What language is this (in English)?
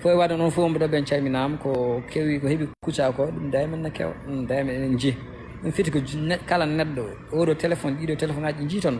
Fula